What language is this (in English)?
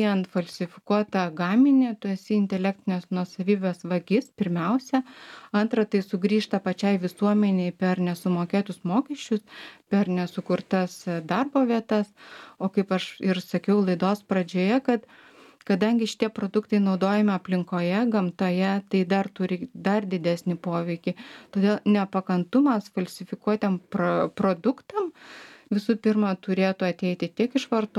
Lithuanian